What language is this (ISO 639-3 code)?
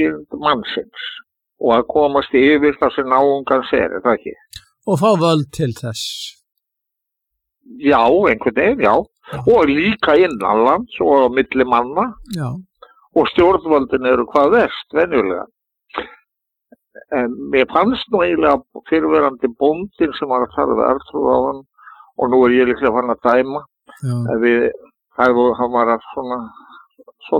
isl